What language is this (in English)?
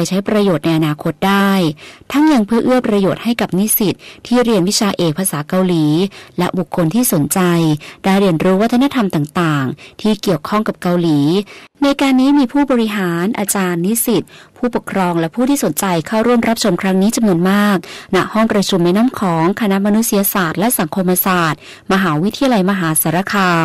Thai